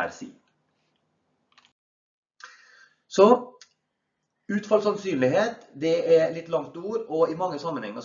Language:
Norwegian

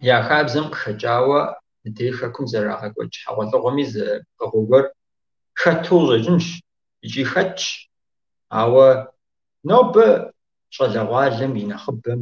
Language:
Kabardian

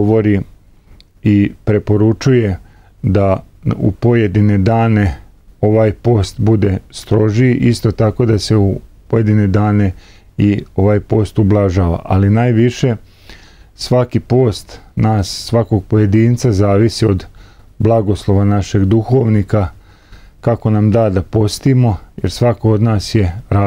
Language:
Serbian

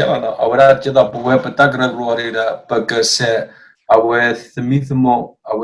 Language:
S'gaw Karen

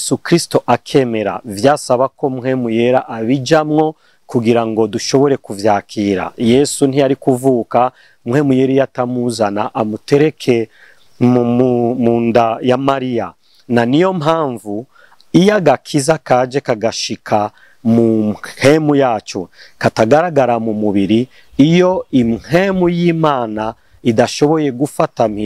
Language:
Rundi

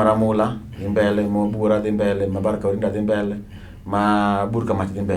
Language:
Luo (Kenya and Tanzania)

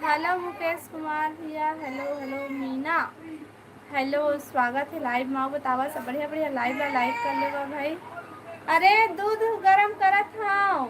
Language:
Chhattisgarhi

